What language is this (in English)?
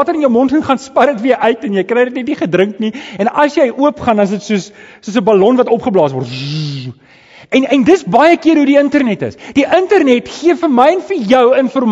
Afrikaans